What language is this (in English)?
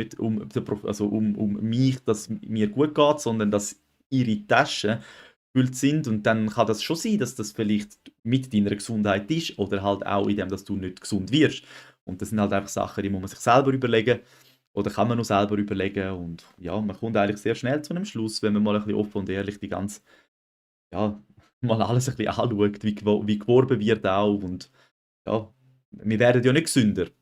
Swiss German